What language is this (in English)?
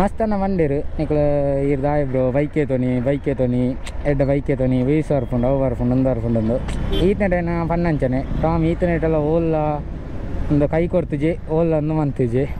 Tulu